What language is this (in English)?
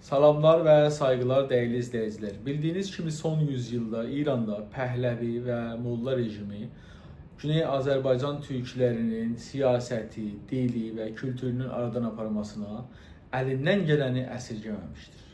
South Azerbaijani